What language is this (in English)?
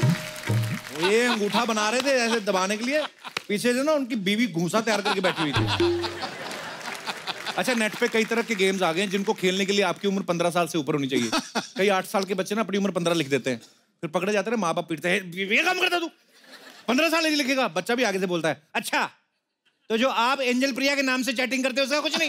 Hindi